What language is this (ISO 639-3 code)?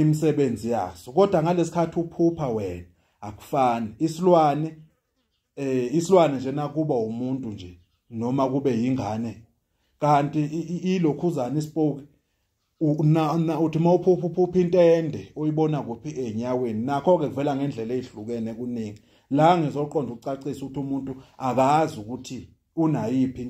zul